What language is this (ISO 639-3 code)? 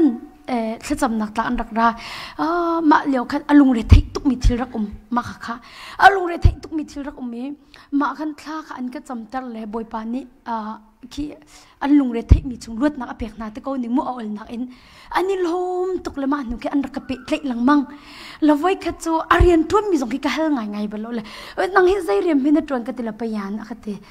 cnh